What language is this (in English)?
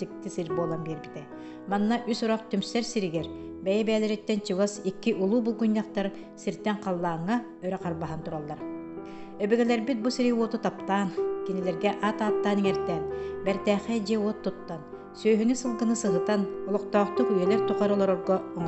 Yakut